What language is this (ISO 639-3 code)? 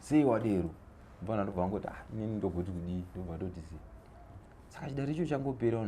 sna